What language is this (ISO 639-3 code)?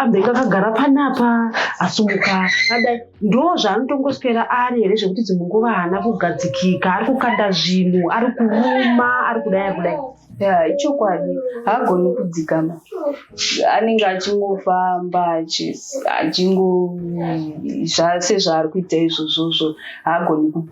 sna